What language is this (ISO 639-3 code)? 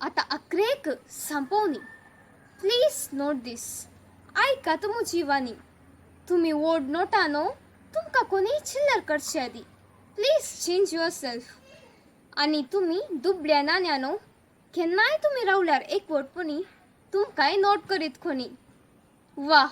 kok